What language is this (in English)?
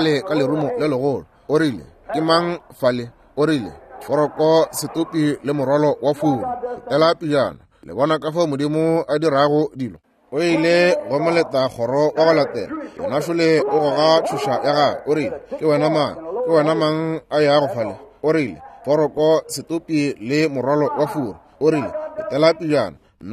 Northern Sotho